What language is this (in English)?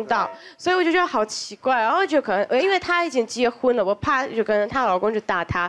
Chinese